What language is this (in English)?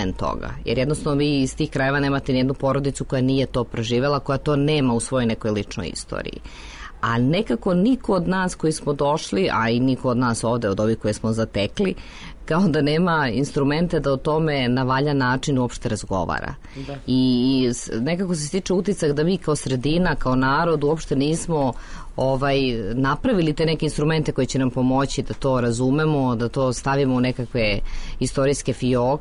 Serbian